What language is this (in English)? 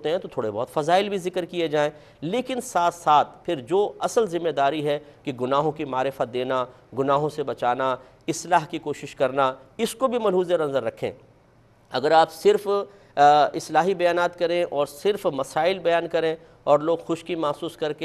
Urdu